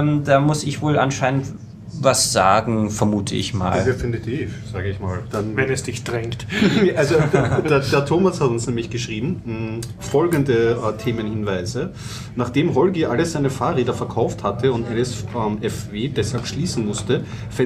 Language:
German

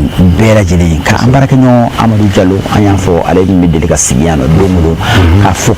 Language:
Bambara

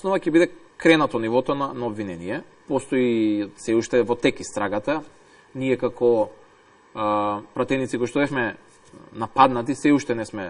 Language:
Macedonian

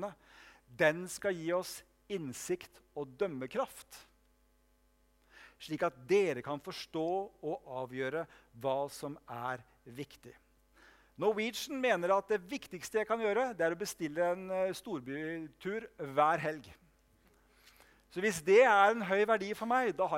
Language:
Norwegian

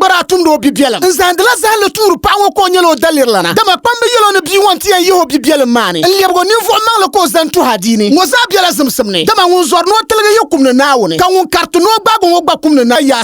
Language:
Dagbani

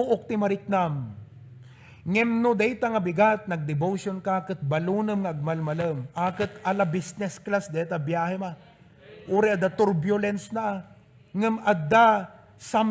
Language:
Iloko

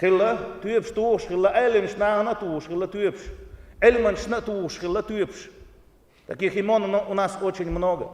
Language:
Chechen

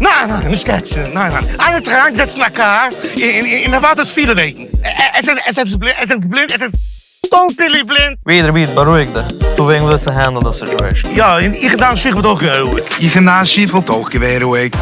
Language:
Yiddish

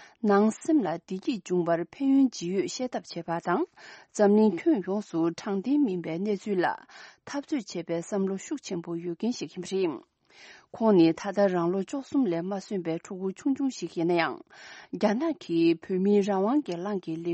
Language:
Tibetan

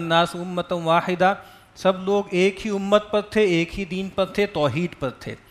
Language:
Urdu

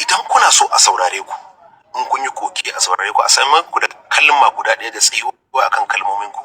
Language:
Hausa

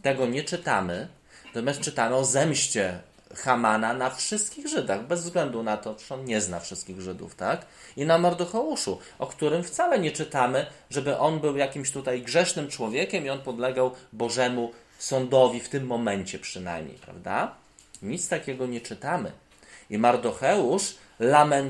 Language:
Polish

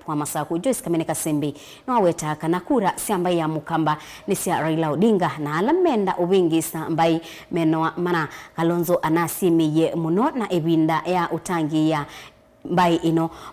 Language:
Kamba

